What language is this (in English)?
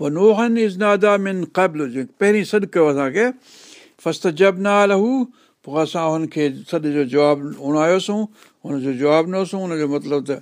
Sindhi